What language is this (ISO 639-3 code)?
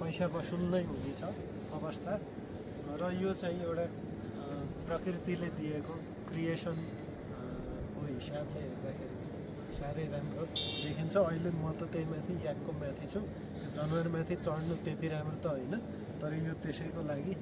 nep